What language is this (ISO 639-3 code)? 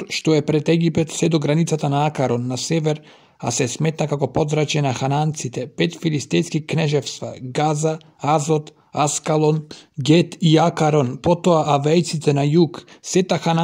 mkd